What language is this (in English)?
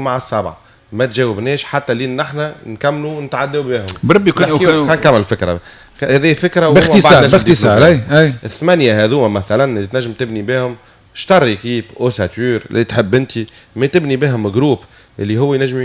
Tunisian Arabic